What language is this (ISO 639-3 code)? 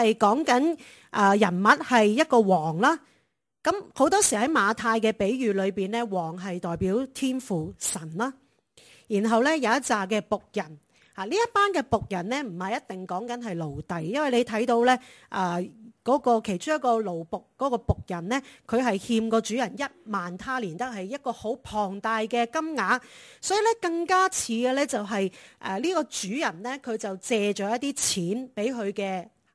yue